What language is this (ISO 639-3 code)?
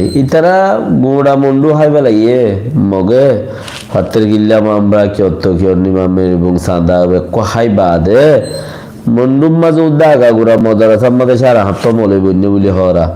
rhg